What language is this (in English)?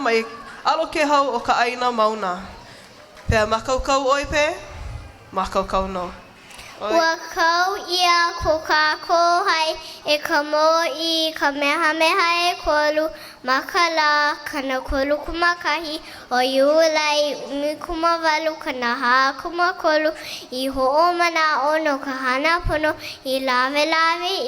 Hawaiian